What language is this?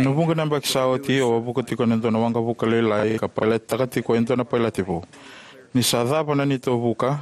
Fijian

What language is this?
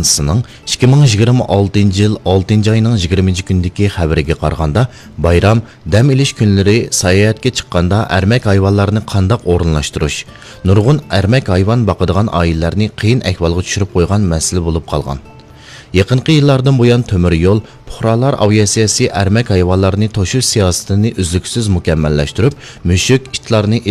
Uyghur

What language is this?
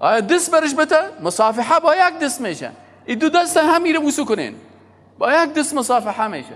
Persian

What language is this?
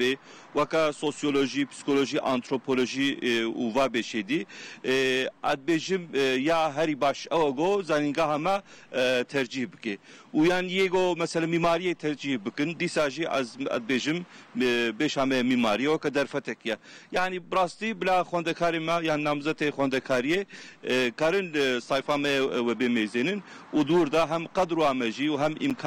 Kurdish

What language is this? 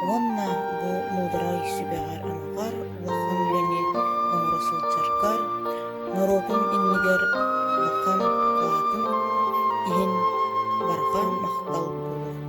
Yakut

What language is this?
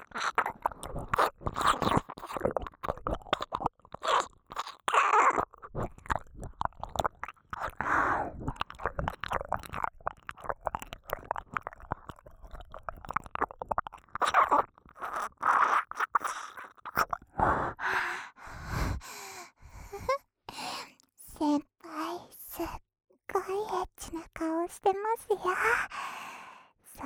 Japanese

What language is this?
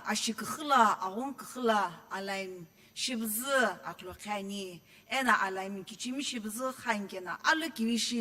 Sumi Naga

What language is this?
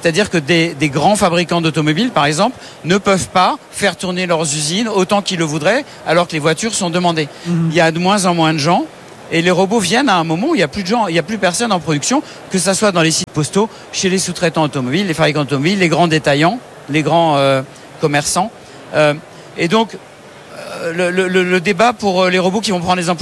French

